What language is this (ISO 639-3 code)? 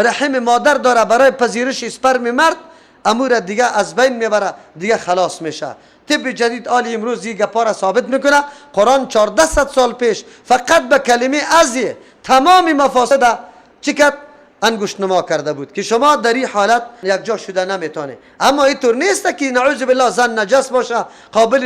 fas